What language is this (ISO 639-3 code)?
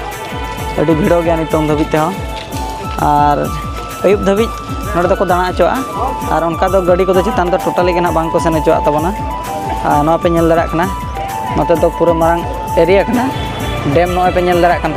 sat